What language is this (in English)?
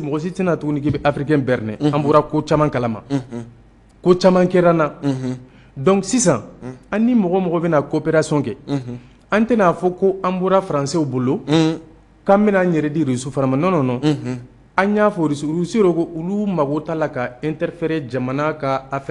Bambara